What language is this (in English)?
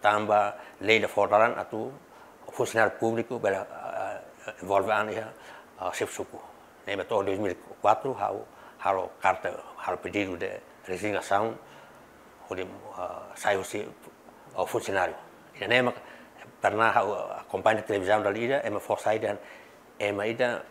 Tetum